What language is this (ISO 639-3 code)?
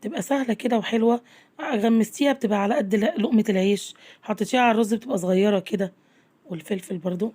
arz